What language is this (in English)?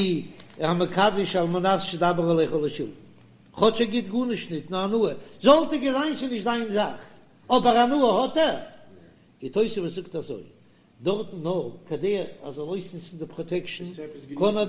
Yiddish